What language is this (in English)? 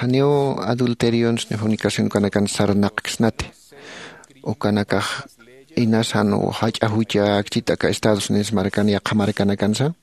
Aymara